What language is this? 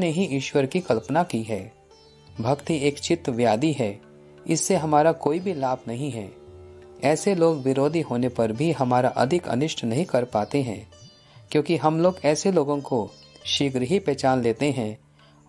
Hindi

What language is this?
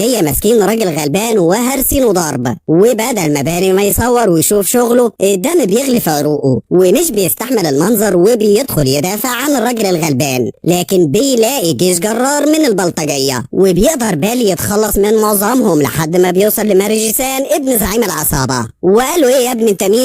Egyptian Arabic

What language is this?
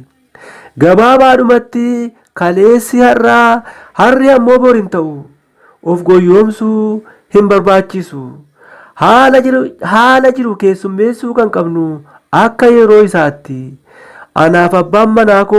Oromo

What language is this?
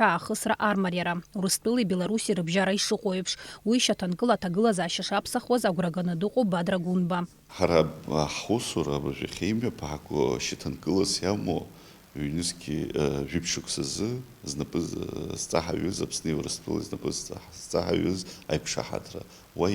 Abkhazian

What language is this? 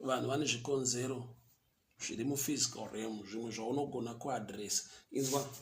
Shona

